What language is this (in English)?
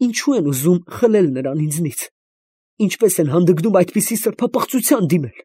Armenian